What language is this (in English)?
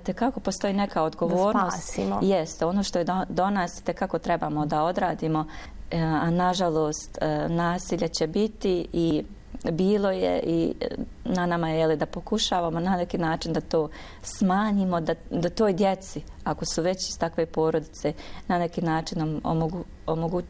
Bosnian